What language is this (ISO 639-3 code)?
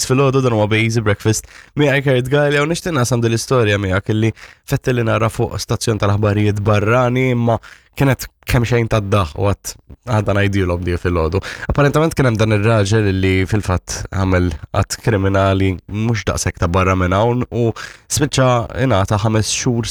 mlt